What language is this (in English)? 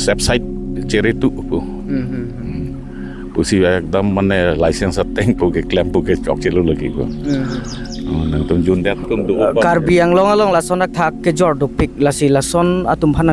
Karbi